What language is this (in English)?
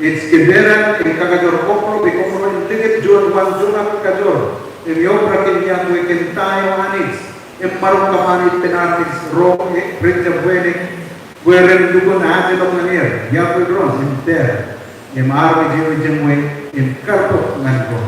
Marshallese